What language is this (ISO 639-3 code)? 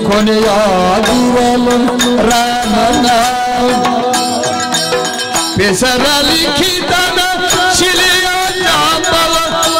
kan